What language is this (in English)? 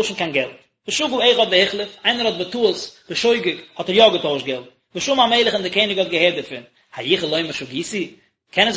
Yiddish